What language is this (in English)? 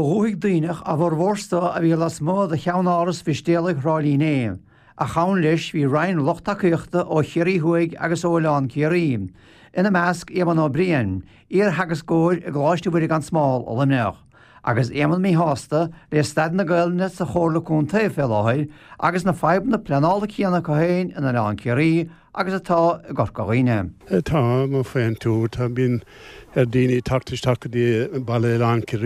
Irish